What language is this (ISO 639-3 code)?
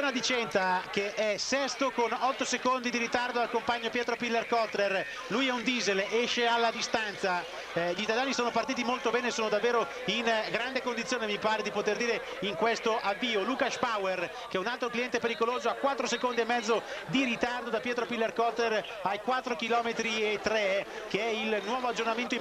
ita